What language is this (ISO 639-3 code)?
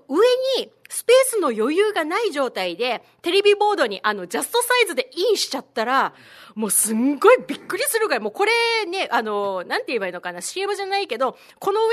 jpn